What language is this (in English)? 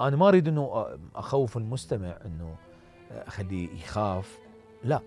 Mesopotamian Arabic